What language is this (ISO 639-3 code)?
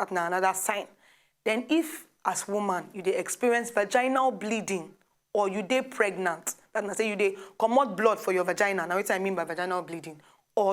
pcm